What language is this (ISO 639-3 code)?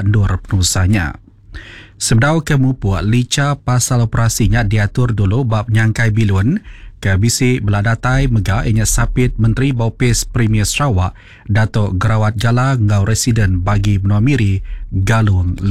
iba